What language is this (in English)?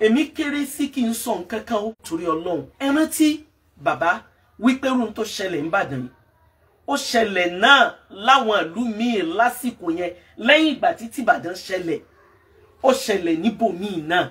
Yoruba